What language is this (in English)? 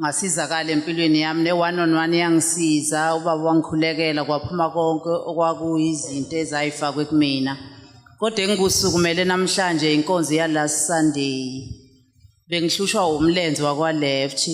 Zulu